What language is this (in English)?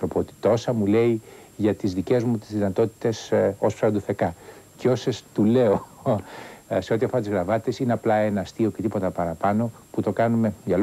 Greek